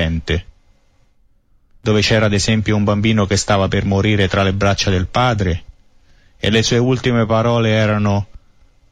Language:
Italian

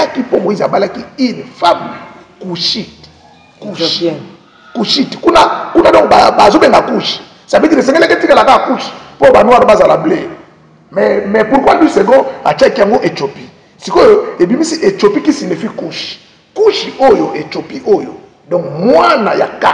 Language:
Lingala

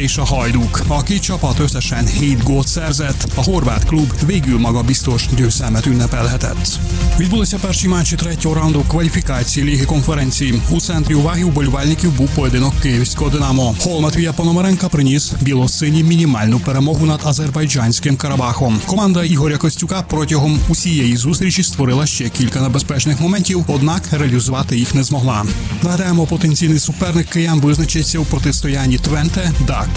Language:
Ukrainian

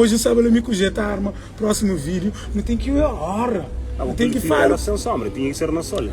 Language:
Kabuverdianu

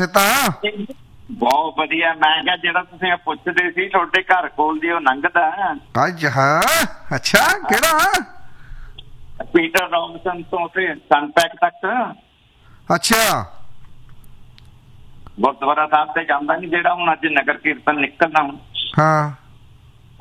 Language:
Punjabi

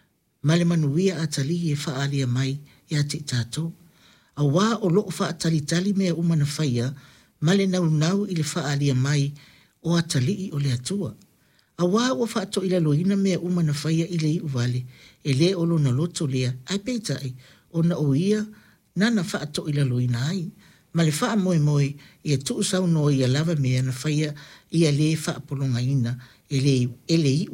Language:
Samoan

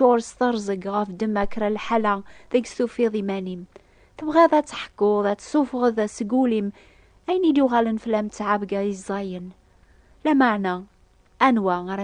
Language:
Kabyle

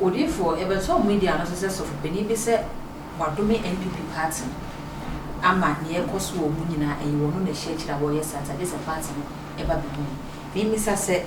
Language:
Akan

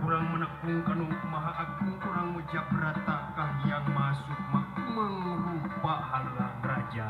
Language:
Sundanese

